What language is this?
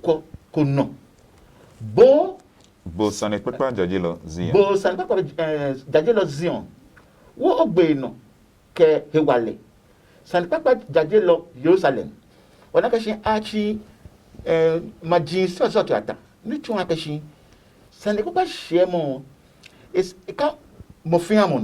Adangme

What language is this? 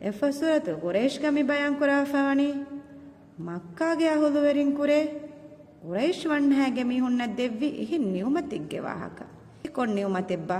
Divehi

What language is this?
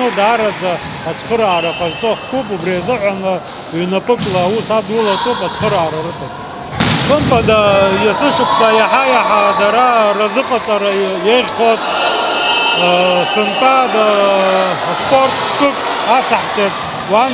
Abkhazian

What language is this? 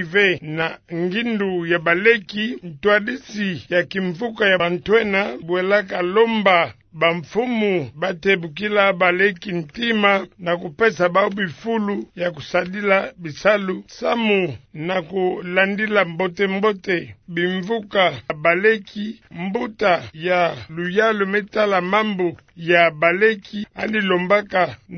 Kituba (Democratic Republic of Congo)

